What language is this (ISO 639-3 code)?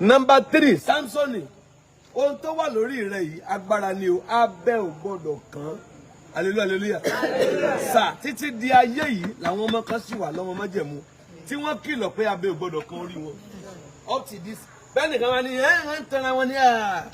yor